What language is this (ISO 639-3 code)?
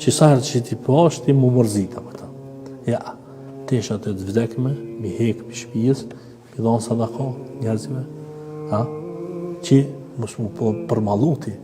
sqi